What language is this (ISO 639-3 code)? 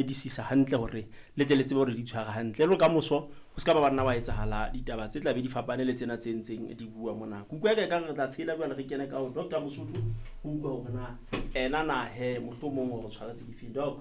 sot